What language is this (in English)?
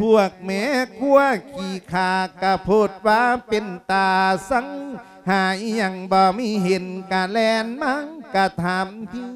Lao